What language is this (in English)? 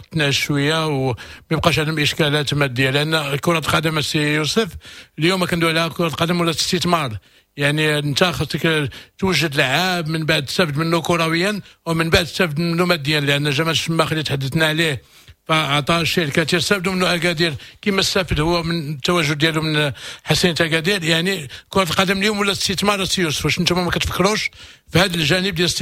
Moroccan Arabic